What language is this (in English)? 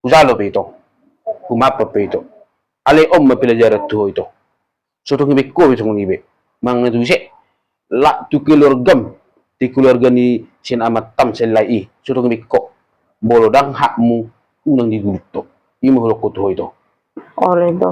Batak Toba